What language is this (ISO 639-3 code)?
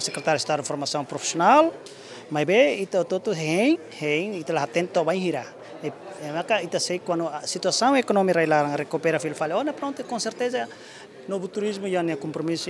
tet